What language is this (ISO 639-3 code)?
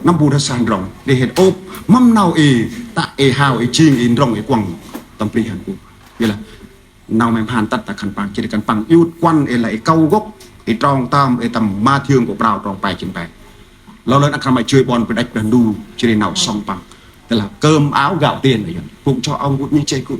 cmo